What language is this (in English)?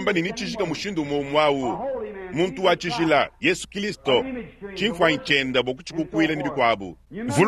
Luba-Lulua